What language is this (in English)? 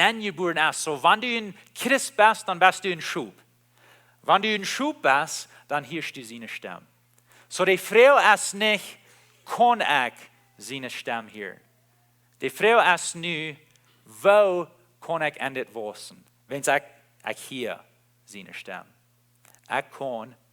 Plautdietsch